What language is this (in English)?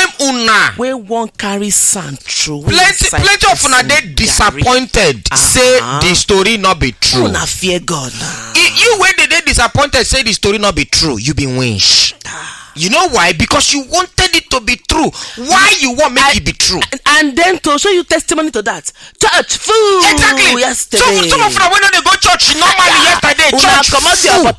Nigerian Pidgin